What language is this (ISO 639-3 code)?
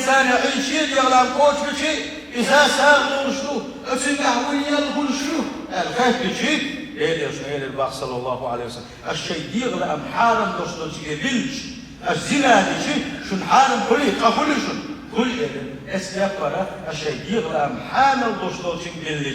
che